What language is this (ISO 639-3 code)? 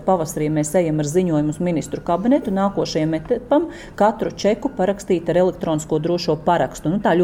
lav